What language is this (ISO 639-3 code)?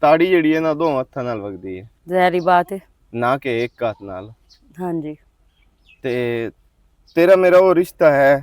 lah